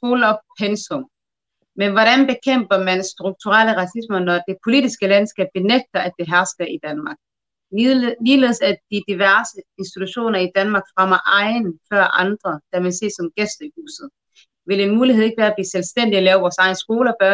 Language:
Danish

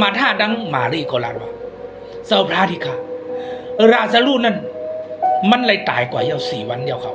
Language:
Shan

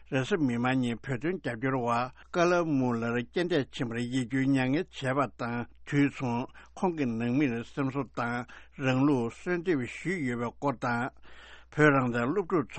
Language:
Tibetan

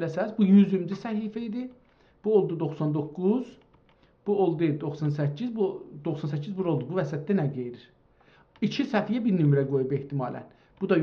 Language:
South Azerbaijani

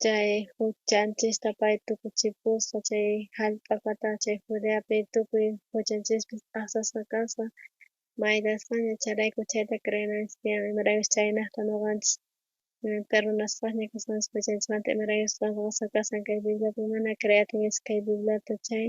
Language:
South Bolivian Quechua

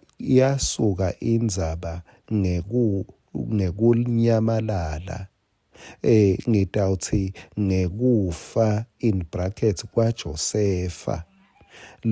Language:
Swati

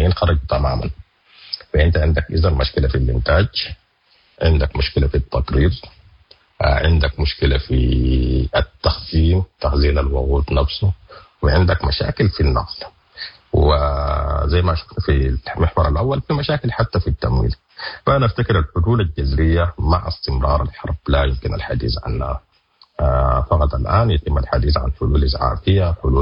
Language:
Sudanese Arabic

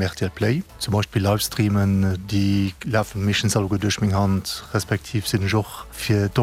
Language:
Luxembourgish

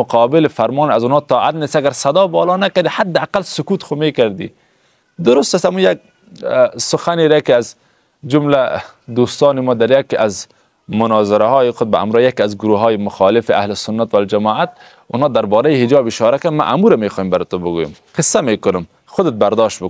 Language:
Persian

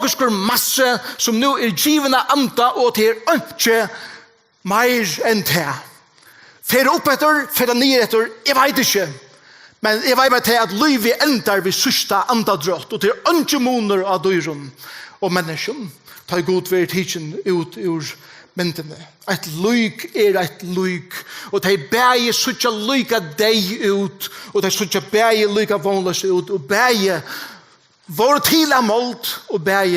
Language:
Faroese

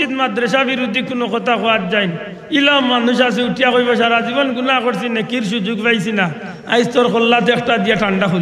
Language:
Sylheti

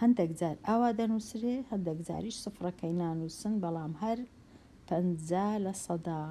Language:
Central Kurdish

